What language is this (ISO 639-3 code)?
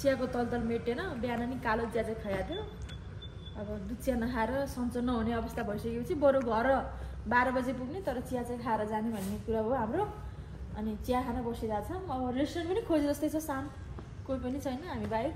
nep